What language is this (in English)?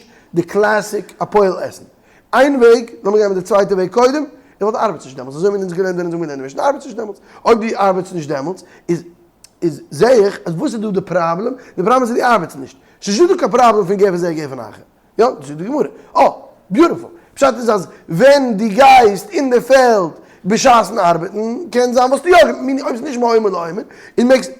Yiddish